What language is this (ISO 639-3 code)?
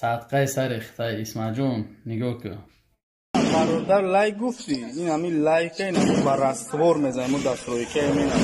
tgk